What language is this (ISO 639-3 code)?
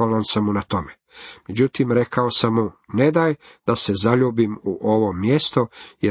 hrv